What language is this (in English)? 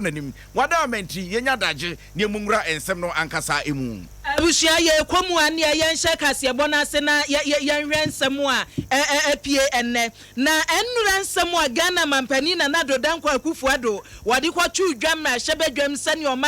Akan